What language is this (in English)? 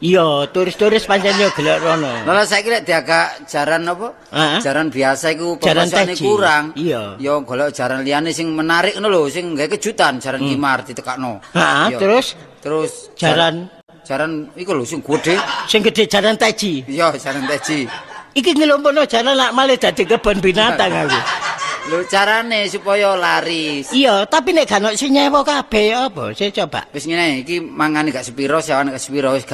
Javanese